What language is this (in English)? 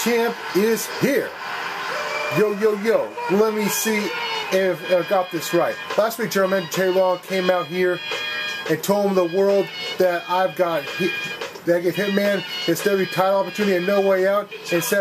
English